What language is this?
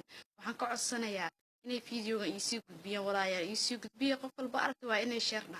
Somali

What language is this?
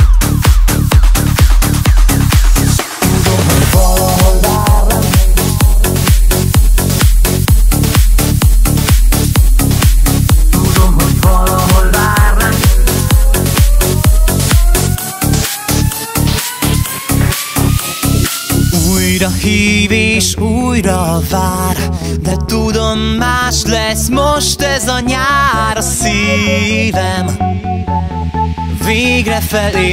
Hungarian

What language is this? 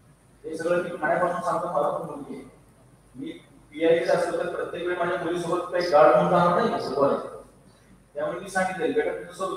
Marathi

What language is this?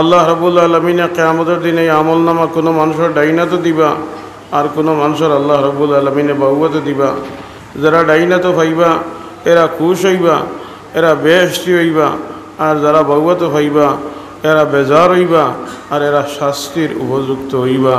Sylheti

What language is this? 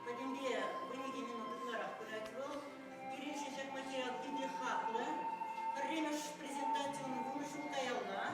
Chuvash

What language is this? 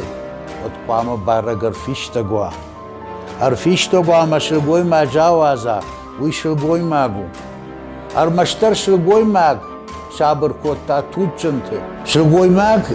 Ossetic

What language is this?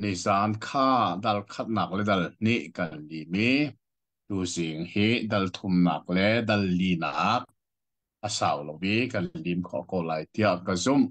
Hakha Chin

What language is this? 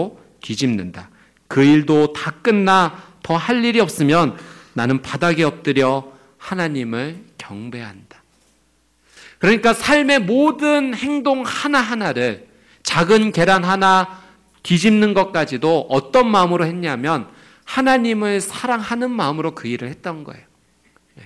Korean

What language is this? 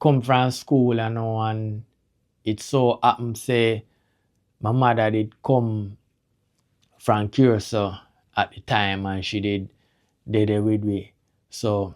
Jamaican Creole English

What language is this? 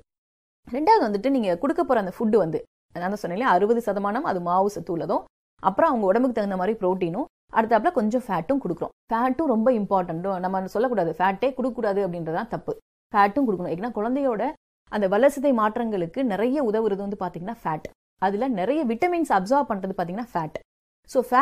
Tamil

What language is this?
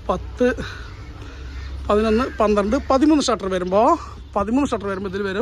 Malayalam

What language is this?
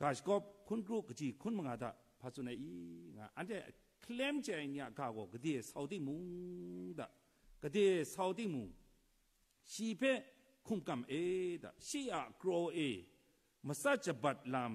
Kachin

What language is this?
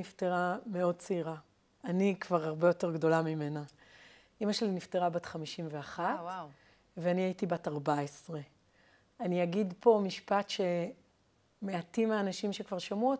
Hebrew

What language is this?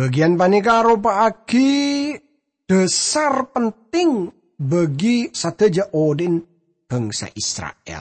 Madurese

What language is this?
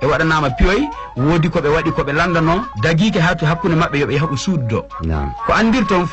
Fula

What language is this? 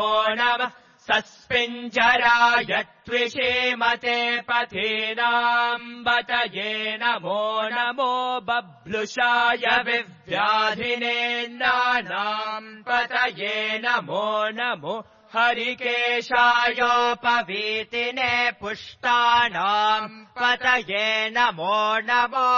Sanskrit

